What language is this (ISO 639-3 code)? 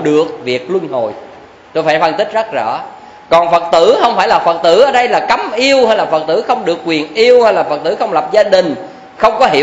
vie